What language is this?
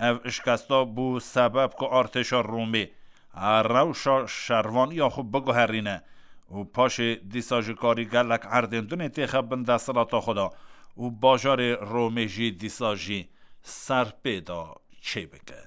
Kurdish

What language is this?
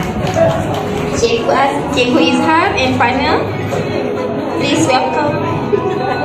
Malay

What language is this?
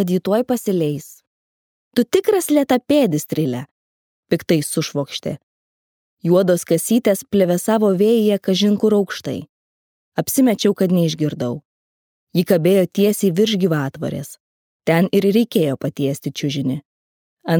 Lithuanian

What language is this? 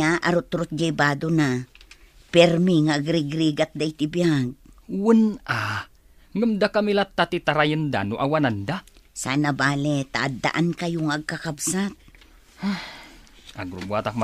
Iloko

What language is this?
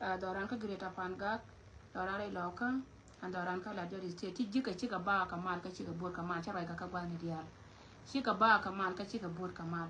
Nuer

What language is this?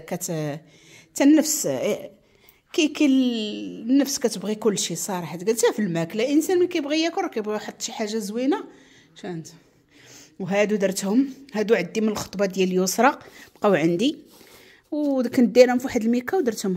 Moroccan Arabic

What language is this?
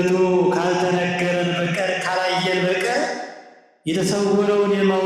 Amharic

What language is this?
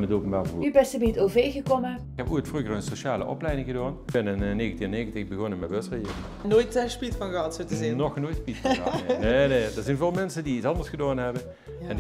Limburgish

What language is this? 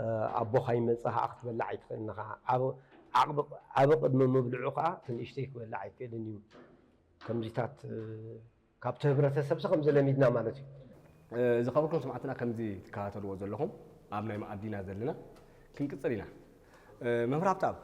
Tigrinya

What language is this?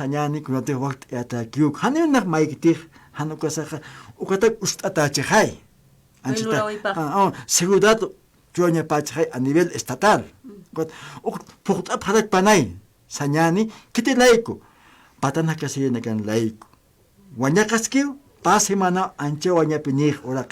Aymara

